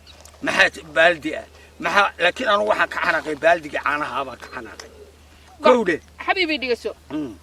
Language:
Somali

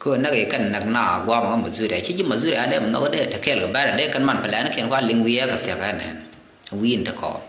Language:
Nuer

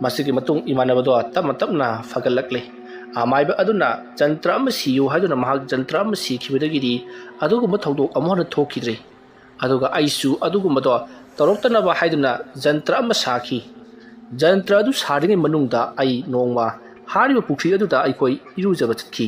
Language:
Manipuri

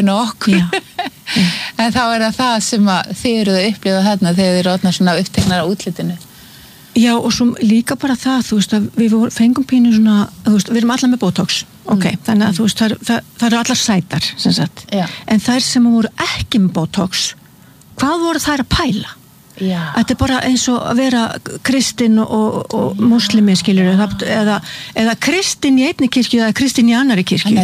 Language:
Icelandic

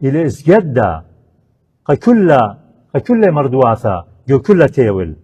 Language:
Assyrian Neo-Aramaic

